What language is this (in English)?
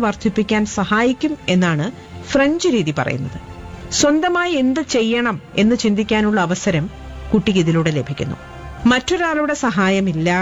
Malayalam